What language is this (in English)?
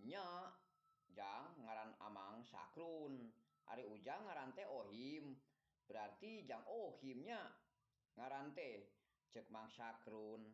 Sundanese